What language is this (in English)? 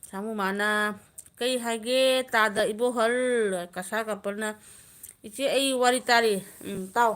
Manipuri